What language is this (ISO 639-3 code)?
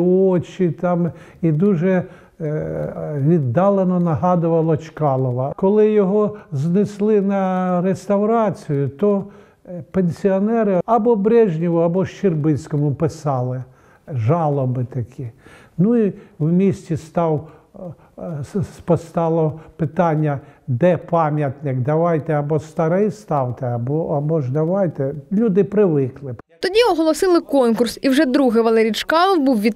ukr